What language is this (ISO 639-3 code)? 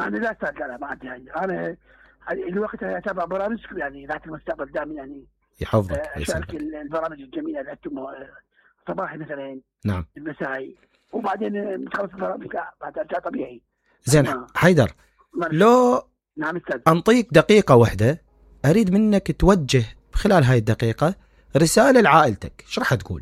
acm